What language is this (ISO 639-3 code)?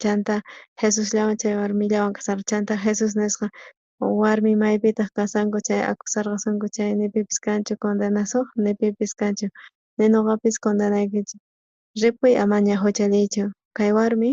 quh